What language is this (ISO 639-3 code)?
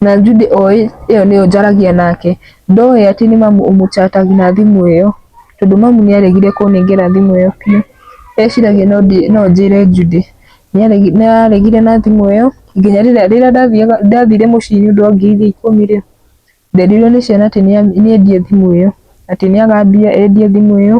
kik